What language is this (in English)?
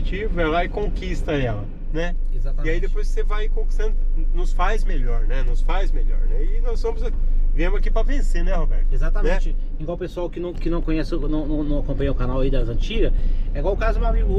Portuguese